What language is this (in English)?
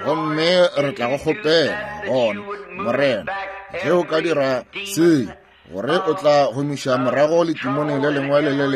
Northern Sotho